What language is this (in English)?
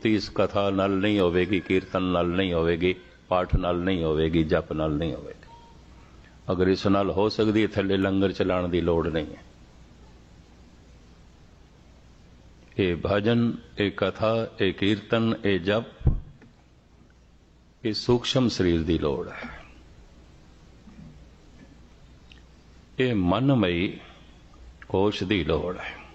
Punjabi